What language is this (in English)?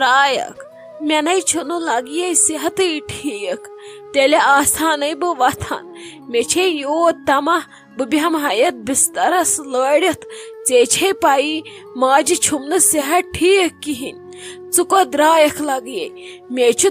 Kashmiri